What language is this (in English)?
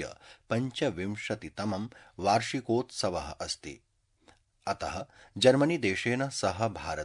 Sanskrit